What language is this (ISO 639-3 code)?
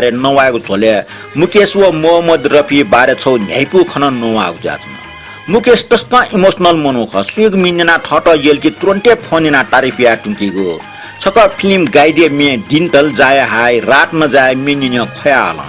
new